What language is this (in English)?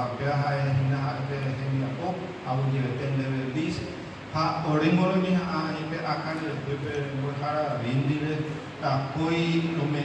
Guarani